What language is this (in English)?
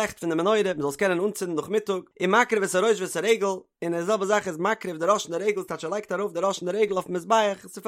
Yiddish